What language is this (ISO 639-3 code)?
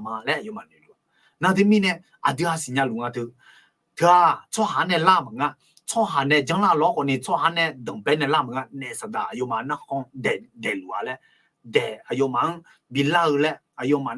ahk